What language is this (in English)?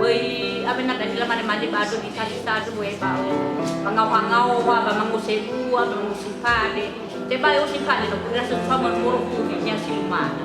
Nias